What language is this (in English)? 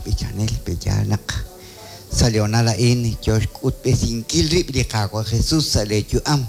Kekchí